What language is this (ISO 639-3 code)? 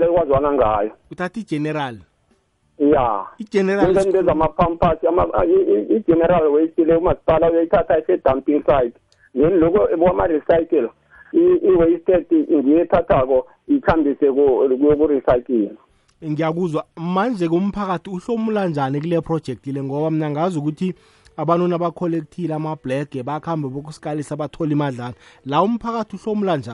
nbl